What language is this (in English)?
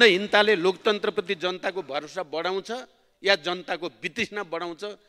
Nepali